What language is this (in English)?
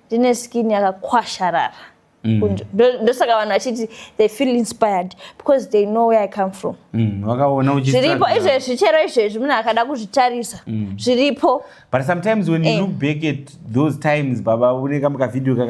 Shona